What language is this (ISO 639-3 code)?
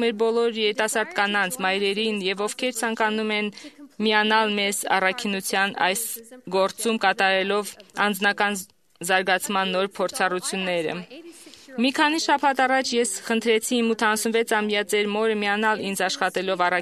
hye